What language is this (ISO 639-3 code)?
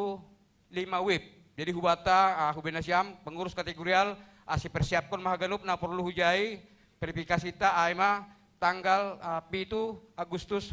bts